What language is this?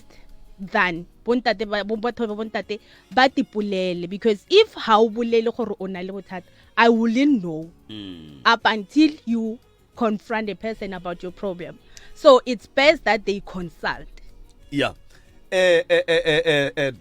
Northern Sotho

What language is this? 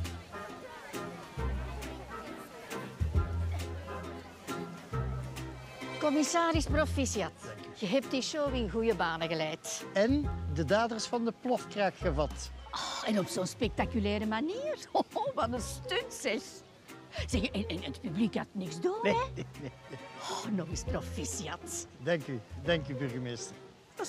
Dutch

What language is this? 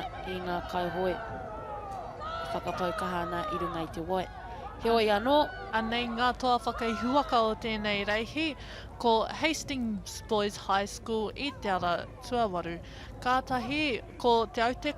Māori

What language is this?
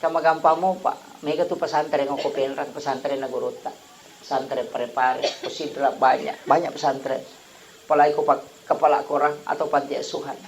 Buginese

